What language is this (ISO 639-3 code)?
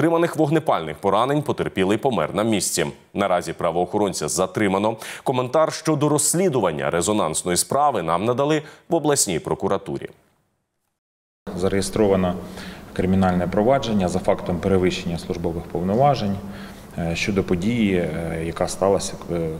ukr